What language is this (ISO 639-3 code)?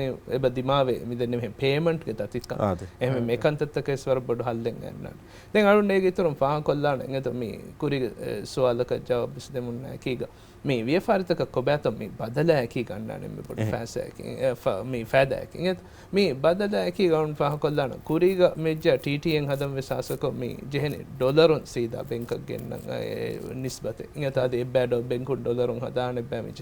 div